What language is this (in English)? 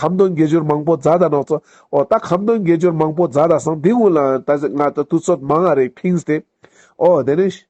Ladakhi